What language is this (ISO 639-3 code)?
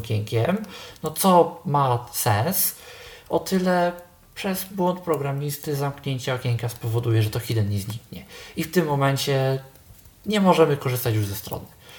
pol